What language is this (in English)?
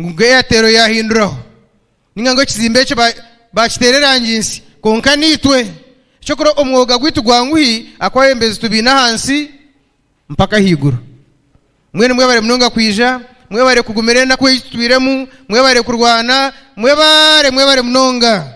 Nyankole